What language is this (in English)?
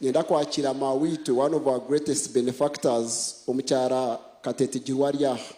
Nyankole